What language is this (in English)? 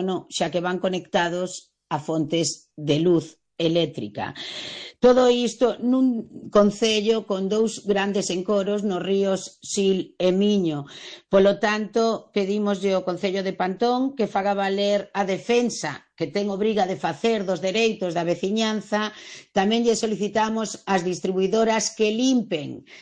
Galician